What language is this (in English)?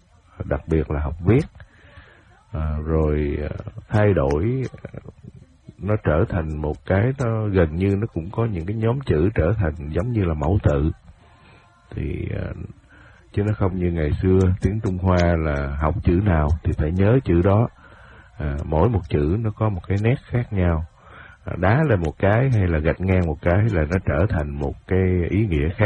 Vietnamese